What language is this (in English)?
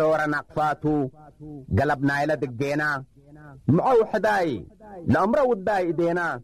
Tigre